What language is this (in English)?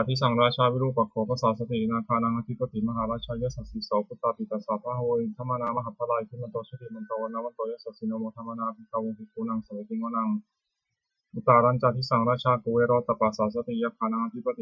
Pali